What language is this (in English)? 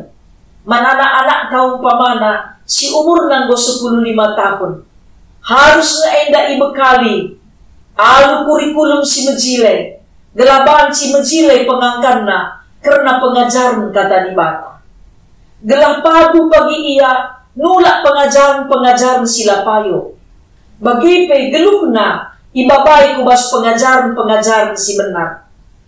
Batak Karo